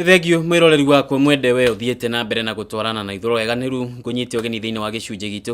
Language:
Kikuyu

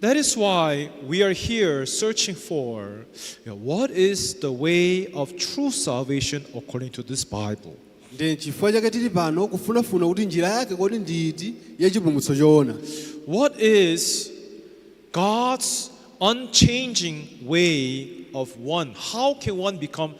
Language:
Nyanja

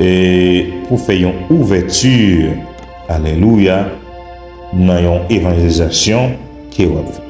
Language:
Haitian Creole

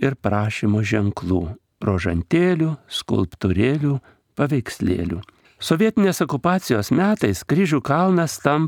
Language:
Lithuanian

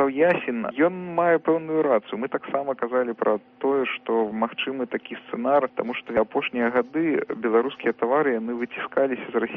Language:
Belarusian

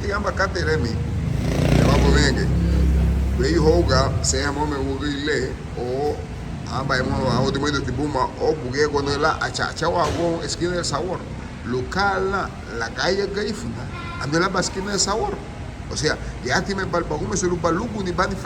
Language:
Garifuna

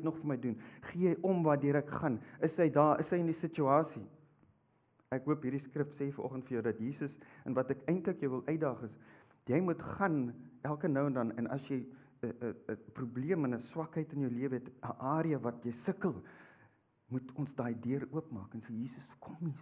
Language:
Afrikaans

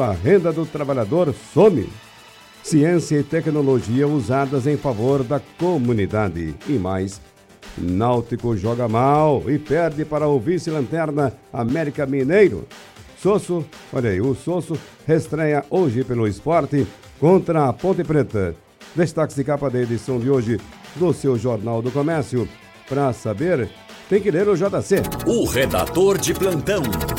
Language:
Portuguese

